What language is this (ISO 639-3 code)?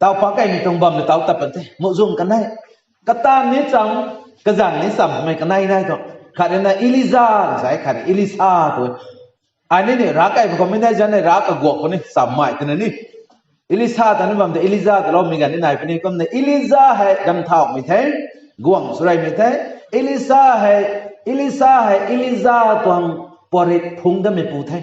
nbu